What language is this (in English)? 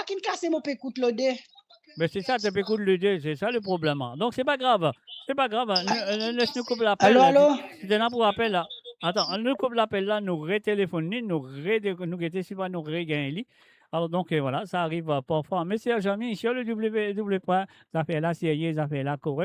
Morisyen